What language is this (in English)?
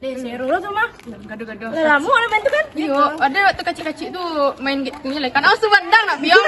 Minangkabau